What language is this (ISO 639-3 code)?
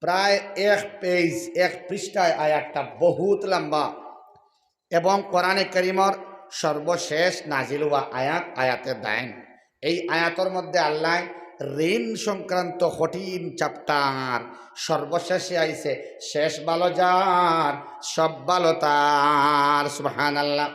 syl